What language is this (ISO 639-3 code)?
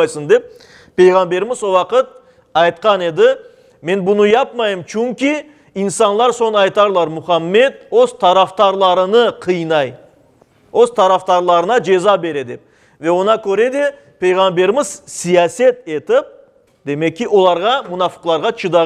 crh